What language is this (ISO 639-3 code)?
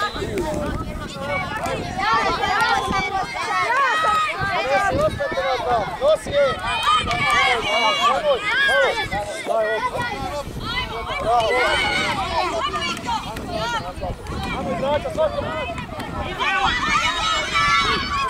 hrv